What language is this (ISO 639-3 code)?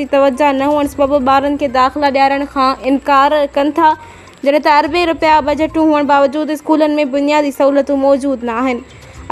snd